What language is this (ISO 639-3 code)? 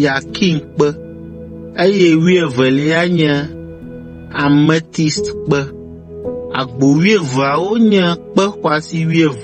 ewe